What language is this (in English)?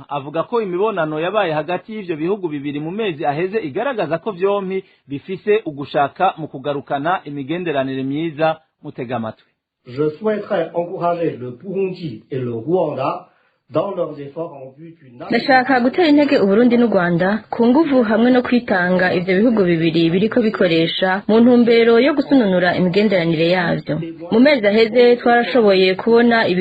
Rundi